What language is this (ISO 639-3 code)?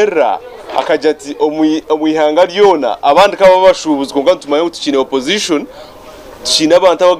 nyn